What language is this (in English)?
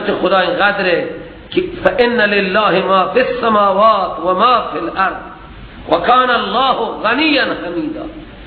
Persian